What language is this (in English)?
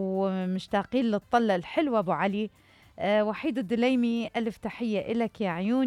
Mesopotamian Arabic